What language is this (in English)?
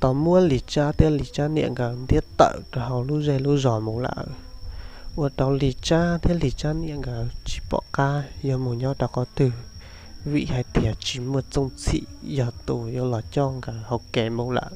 Hmong